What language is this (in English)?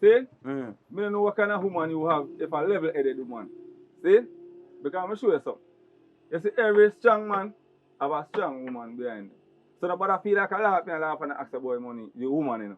Jamaican Creole English